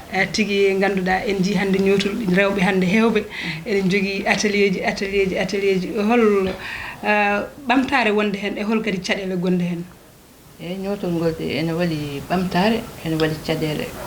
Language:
Fula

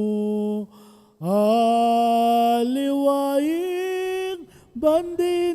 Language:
Pampanga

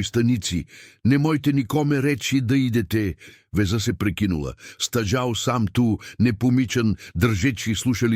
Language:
Serbian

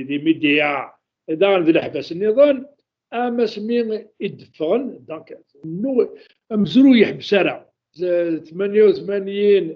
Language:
Kabyle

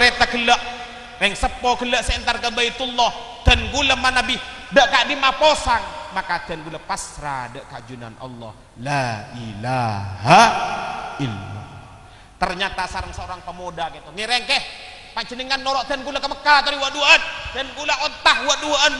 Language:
Madurese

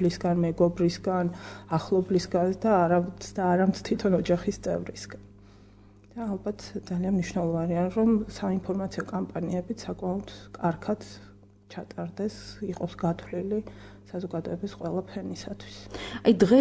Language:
Georgian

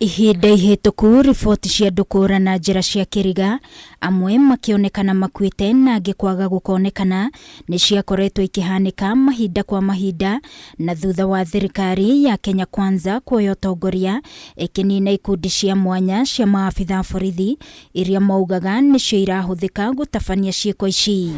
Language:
Kikuyu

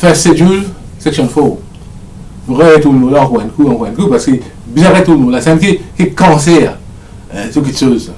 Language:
Morisyen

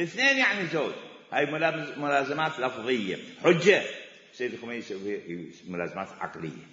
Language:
Mesopotamian Arabic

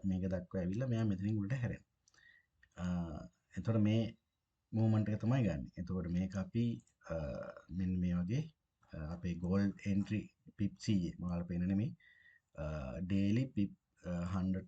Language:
Sinhala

